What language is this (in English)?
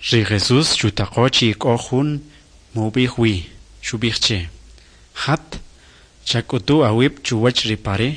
Kʼicheʼ